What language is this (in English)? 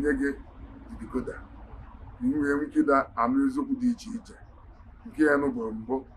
Igbo